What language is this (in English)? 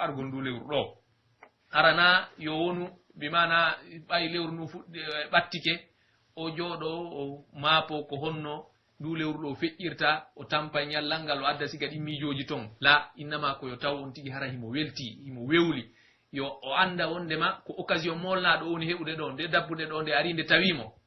Pular